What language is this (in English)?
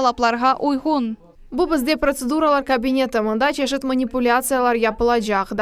Crimean Tatar